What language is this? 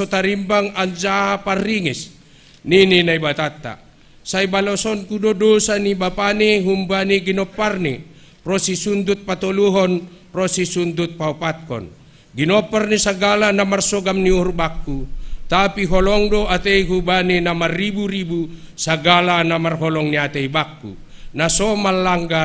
Batak Simalungun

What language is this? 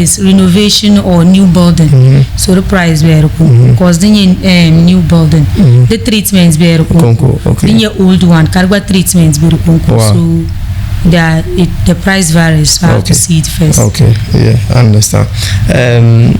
Dagbani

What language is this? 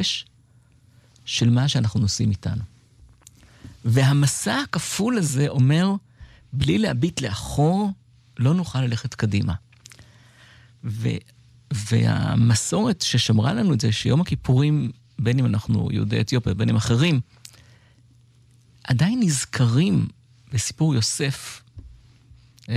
Hebrew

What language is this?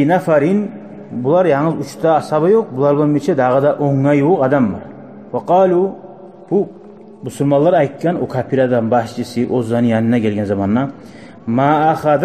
Kumyk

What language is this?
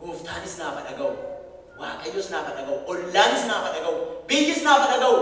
Oromo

